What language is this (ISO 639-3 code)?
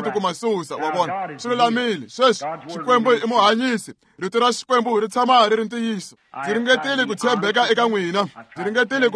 tso